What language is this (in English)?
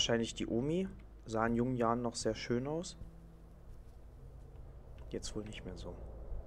German